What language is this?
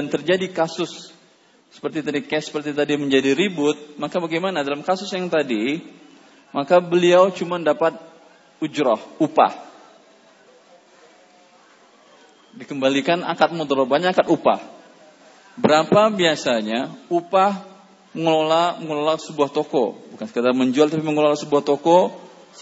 Indonesian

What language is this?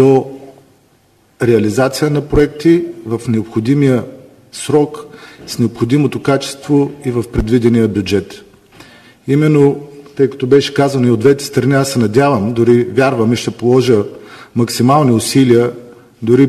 Bulgarian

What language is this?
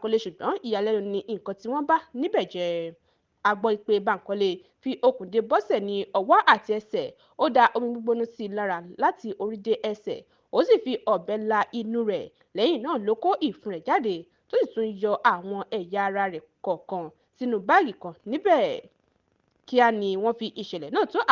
Yoruba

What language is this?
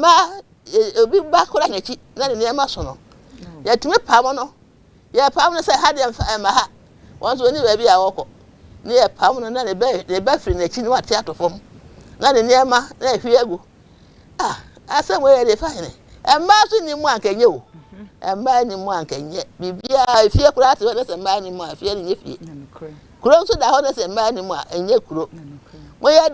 Akan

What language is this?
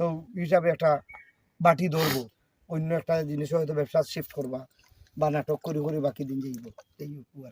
Sylheti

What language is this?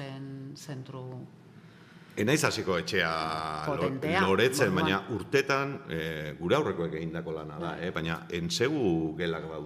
Basque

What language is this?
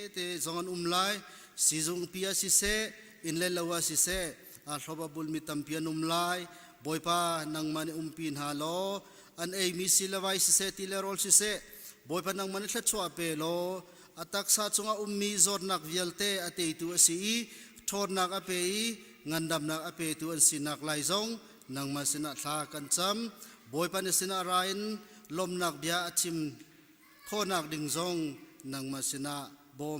Hakha Chin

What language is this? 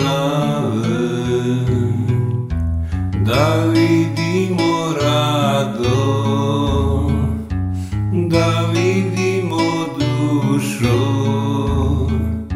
Serbian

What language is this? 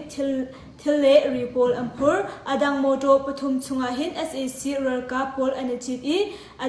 Hakha Chin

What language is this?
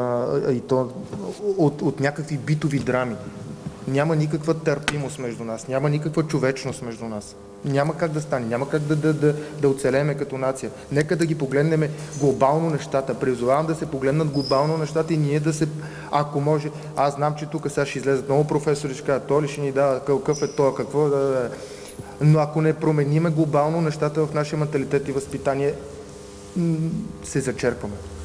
Bulgarian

